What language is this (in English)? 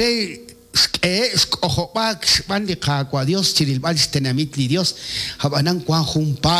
Kekchí